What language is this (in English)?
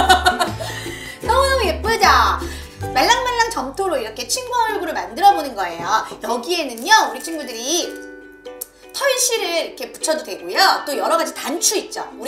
Korean